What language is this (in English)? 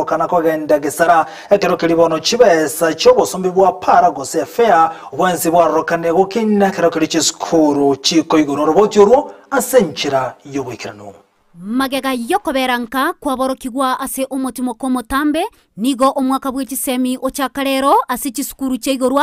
Gusii